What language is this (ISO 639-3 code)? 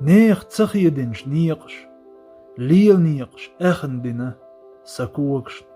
che